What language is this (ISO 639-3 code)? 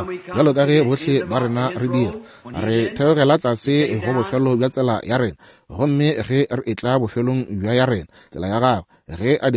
nso